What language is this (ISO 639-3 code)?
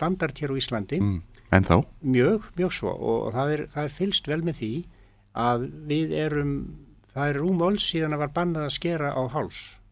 isl